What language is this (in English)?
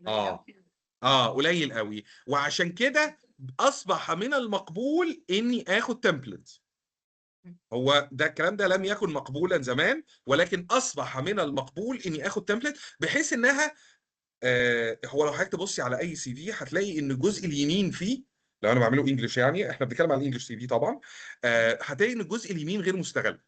Egyptian Arabic